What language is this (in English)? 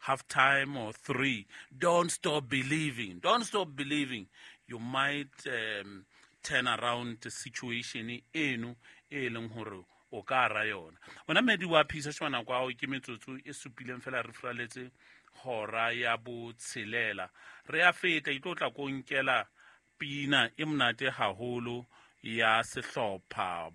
Southern Sotho